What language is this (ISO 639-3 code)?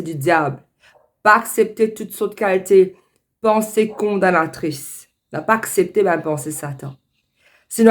mfe